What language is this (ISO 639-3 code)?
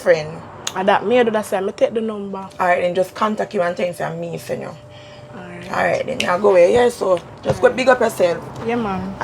jam